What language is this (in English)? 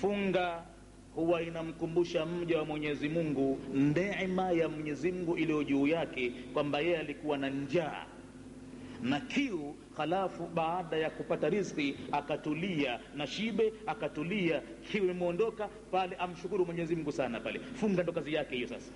Swahili